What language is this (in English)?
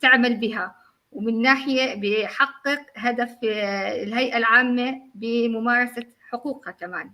North Levantine Arabic